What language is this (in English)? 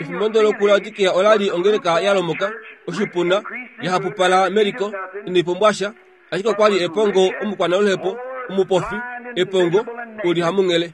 Kuanyama